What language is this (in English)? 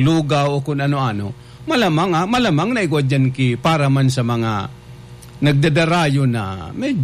Bikol